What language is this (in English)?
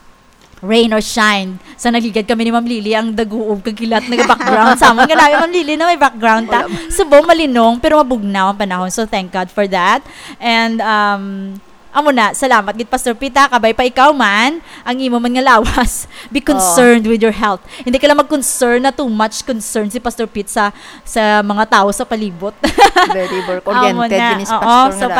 Hiligaynon